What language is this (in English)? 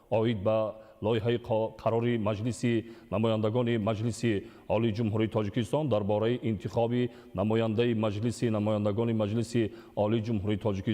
Tajik